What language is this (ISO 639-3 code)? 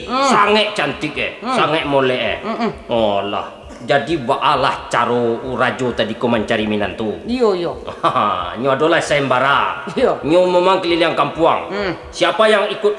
min